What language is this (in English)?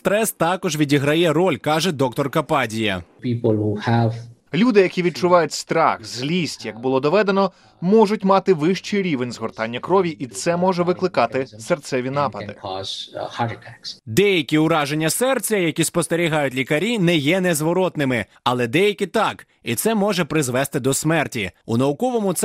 Ukrainian